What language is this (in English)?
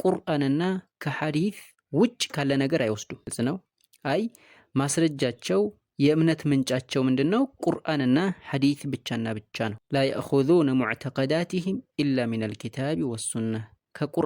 Amharic